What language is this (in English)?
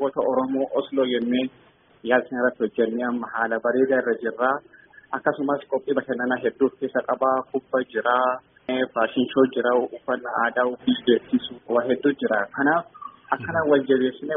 Tigrinya